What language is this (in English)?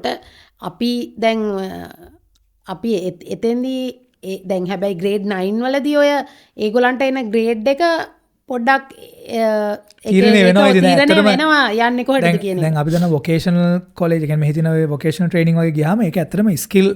Sinhala